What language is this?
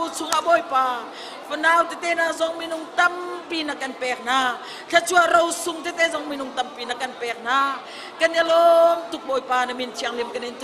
Hakha Chin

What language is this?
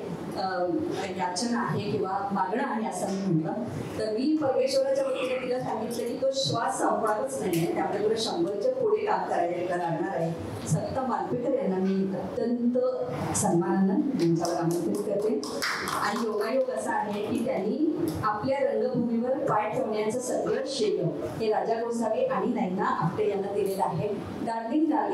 Marathi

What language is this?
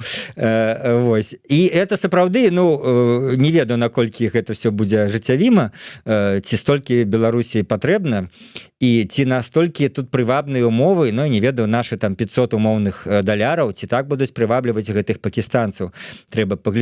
Belarusian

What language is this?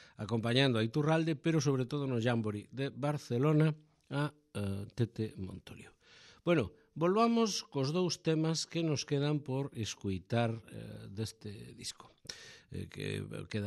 Galician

